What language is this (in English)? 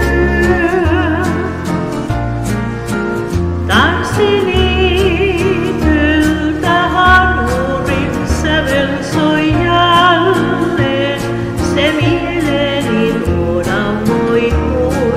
Finnish